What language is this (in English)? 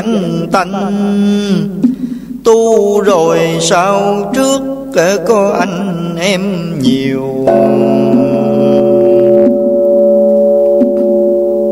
Vietnamese